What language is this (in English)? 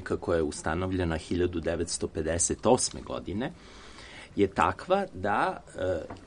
Serbian